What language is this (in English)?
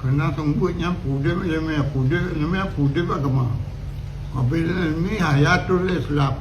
Achinese